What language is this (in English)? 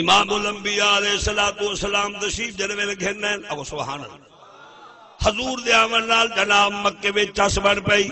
Saraiki